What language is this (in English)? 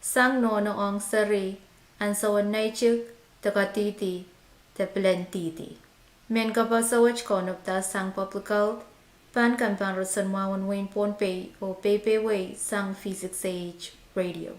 Pohnpeian